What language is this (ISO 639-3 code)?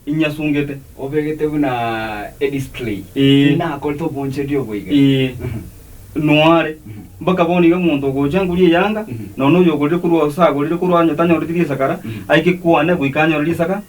guz